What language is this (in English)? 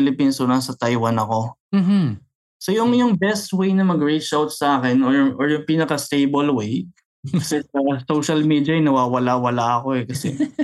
Filipino